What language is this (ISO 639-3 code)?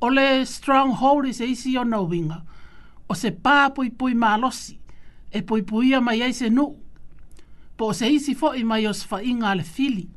smo